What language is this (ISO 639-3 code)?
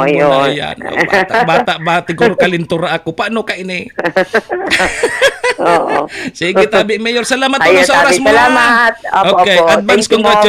bik